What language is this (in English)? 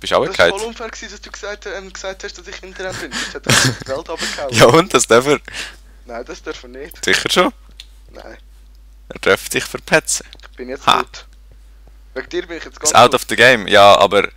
Swiss German